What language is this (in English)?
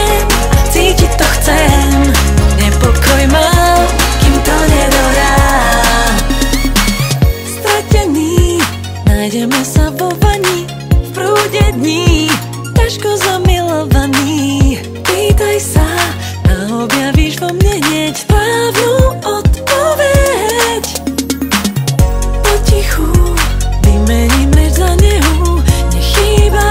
Slovak